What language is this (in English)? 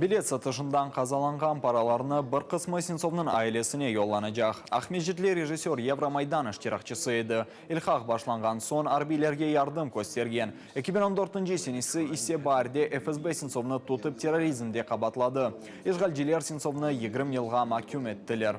Crimean Tatar